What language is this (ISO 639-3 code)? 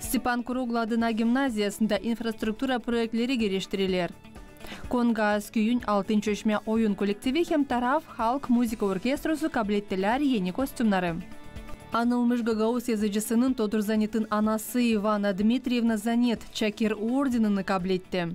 gag